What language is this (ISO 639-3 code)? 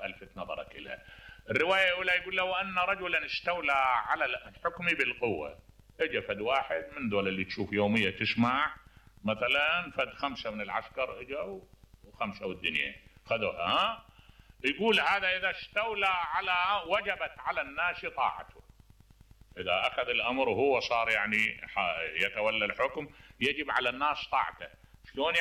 acm